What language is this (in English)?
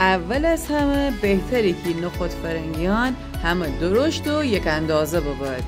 Gilaki